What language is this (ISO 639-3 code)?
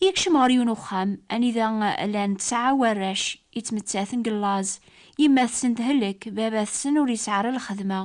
kab